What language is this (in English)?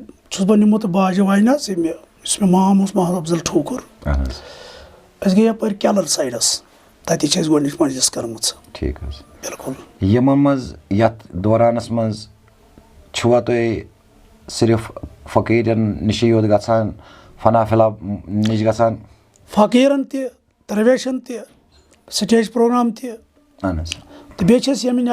Kashmiri